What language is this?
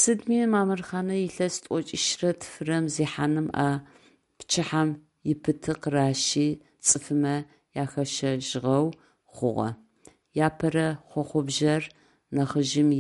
Adyghe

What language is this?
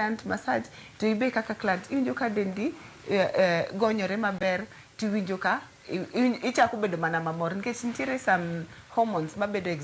Luo (Kenya and Tanzania)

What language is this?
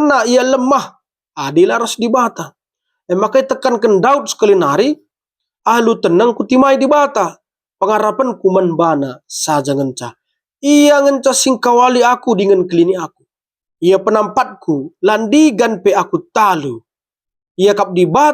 Batak Karo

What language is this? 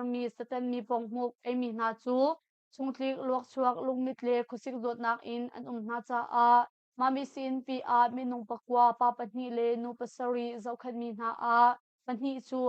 Hakha Chin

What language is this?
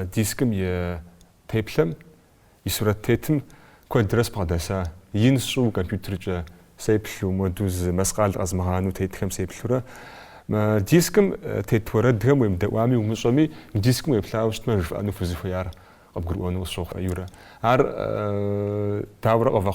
Kabardian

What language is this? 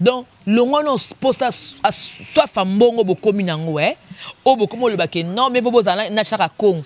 Lingala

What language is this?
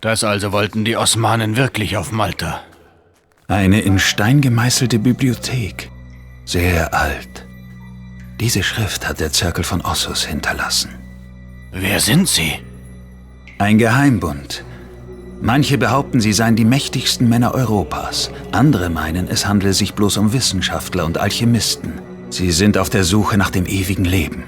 Bavarian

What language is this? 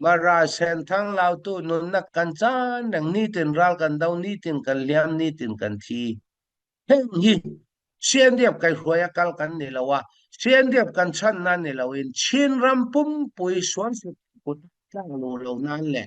Falam Chin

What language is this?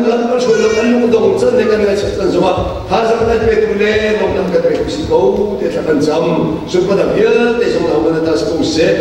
Hakha Chin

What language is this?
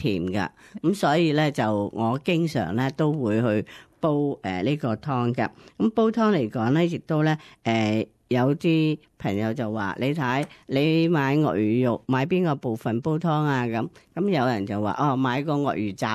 Cantonese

